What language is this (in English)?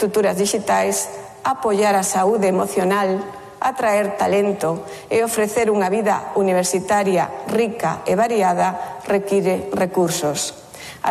Galician